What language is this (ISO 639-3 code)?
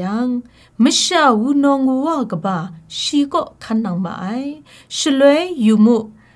kac